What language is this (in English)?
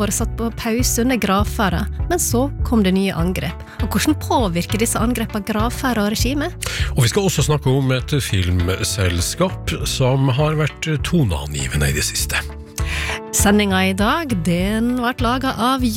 Norwegian